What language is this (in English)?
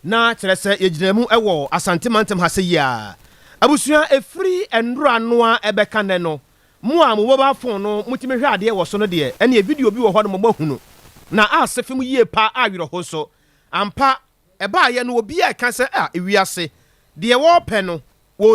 Akan